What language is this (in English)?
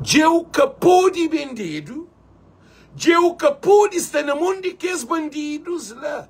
Kabuverdianu